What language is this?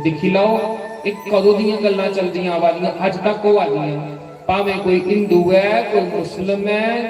Dogri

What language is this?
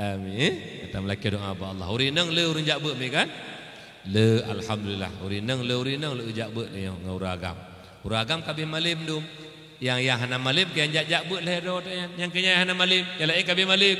Achinese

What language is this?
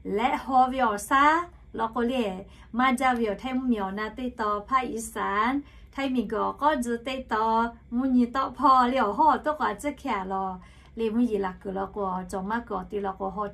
Lahu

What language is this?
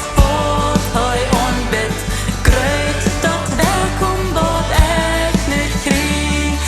Plautdietsch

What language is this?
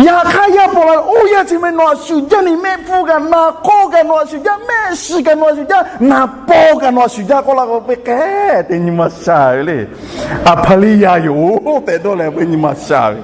Lahu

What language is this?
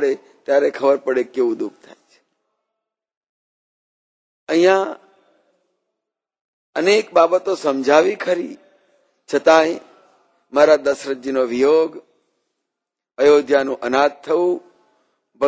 Gujarati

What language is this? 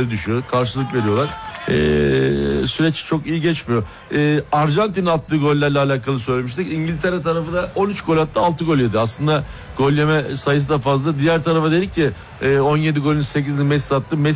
Turkish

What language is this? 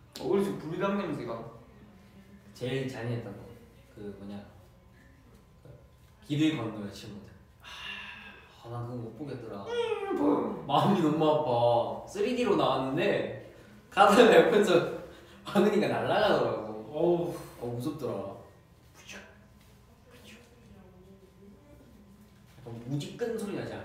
Korean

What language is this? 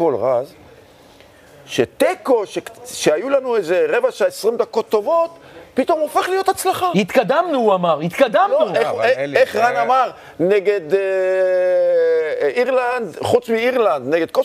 Hebrew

